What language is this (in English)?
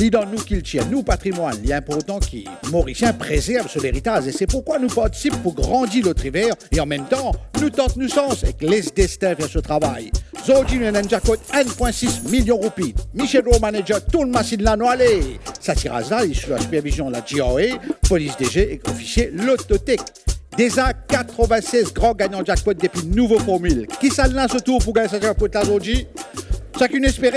Morisyen